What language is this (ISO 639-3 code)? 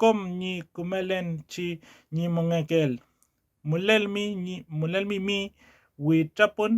arn